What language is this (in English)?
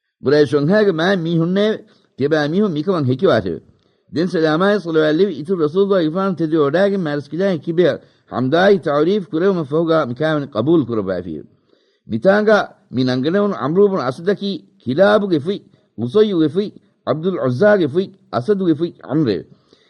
Divehi